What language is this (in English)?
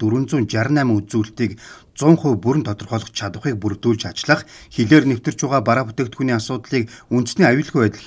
Mongolian